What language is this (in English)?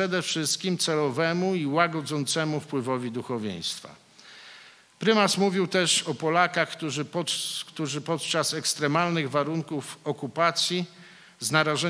Polish